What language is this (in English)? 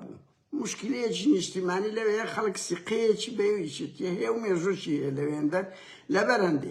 Central Kurdish